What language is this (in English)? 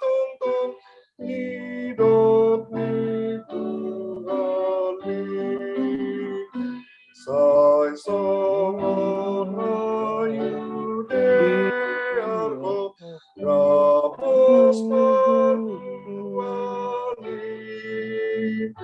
Batak Simalungun